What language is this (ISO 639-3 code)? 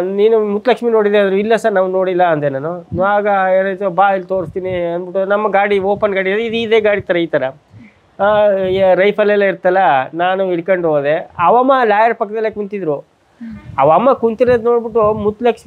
kan